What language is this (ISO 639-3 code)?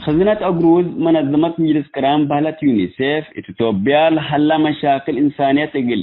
tig